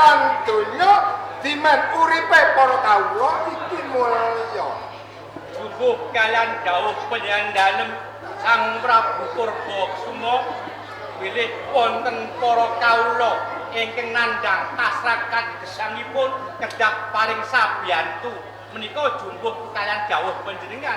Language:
Javanese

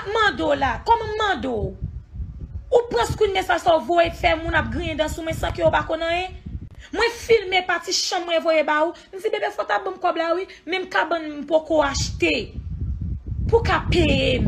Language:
Haitian Creole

